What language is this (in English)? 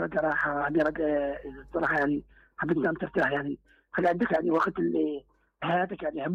Mesopotamian Arabic